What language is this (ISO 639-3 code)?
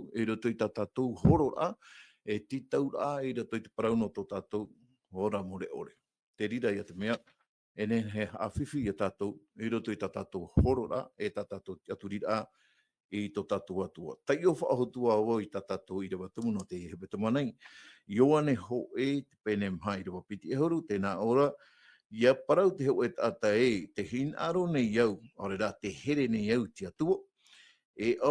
tah